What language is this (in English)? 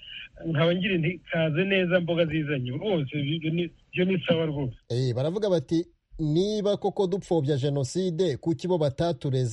Kinyarwanda